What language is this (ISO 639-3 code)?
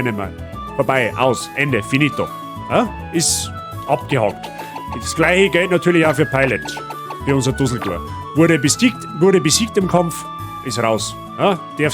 bar